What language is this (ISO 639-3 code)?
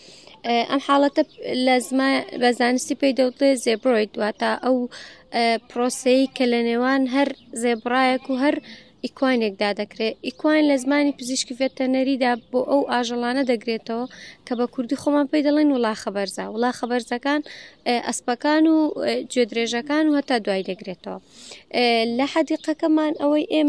ckb